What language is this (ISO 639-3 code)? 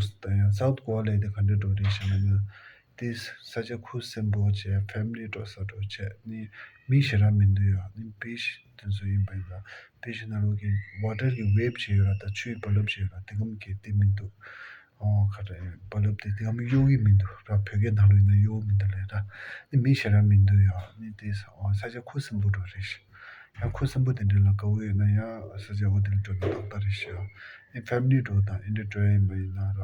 bod